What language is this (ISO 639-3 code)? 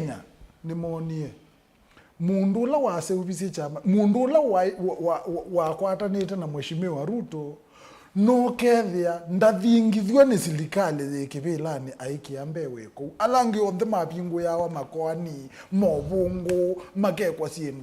kam